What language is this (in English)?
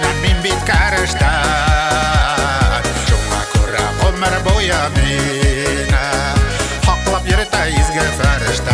Bashkir